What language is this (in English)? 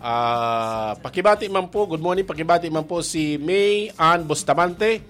Bikol